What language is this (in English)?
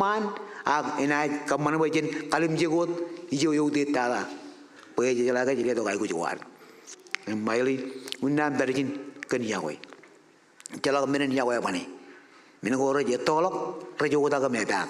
Marshallese